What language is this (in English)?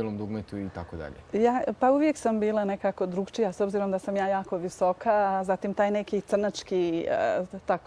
Bosnian